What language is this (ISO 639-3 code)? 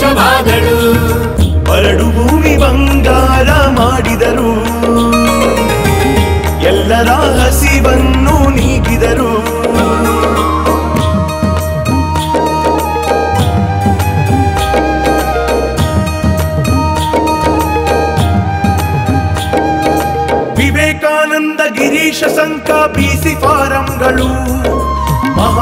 kan